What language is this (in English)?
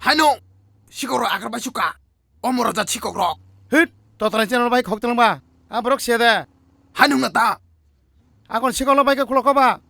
Kok Borok